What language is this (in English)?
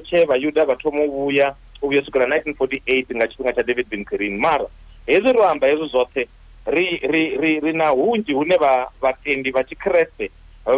Venda